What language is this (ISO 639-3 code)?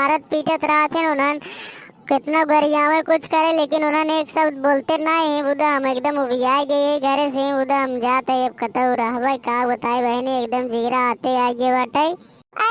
awa